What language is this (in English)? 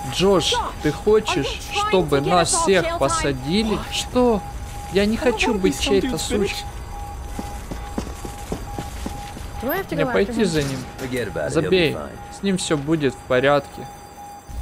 Russian